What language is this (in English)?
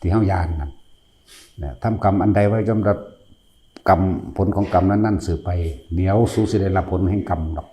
Northeastern Thai